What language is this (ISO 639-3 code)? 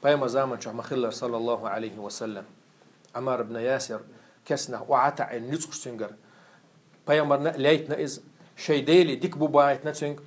che